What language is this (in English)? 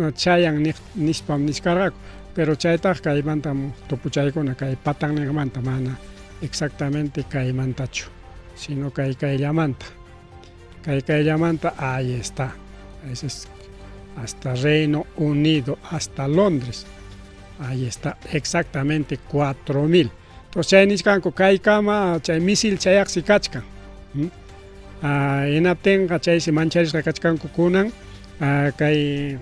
Ayacucho Quechua